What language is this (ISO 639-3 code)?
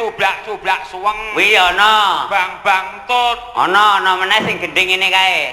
jav